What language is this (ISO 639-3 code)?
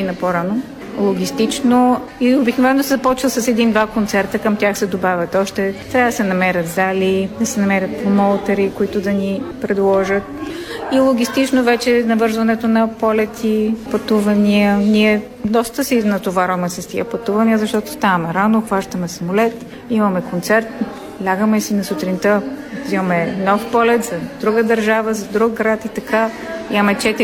bul